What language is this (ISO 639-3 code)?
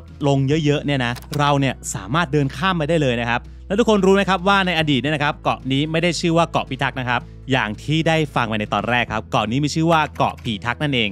tha